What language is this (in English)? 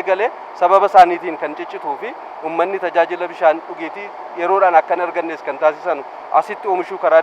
Oromo